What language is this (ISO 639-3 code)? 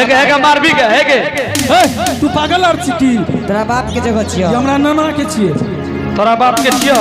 anp